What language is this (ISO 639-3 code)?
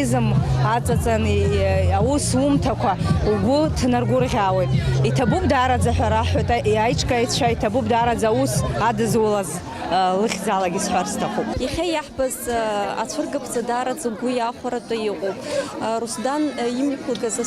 abk